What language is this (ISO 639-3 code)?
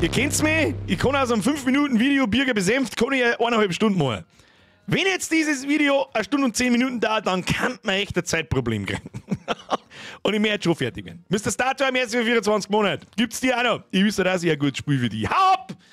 bar